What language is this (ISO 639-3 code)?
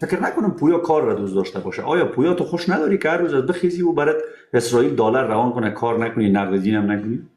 fas